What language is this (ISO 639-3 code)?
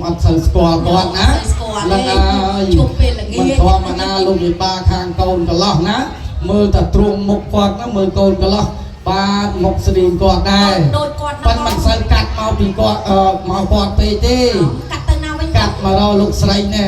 khm